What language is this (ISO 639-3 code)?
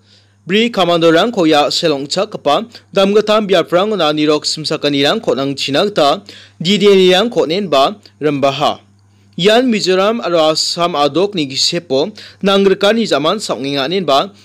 grt